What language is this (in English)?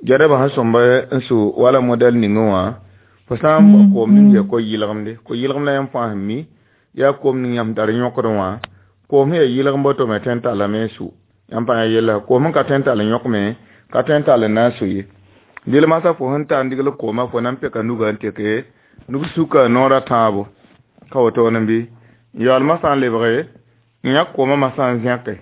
Mossi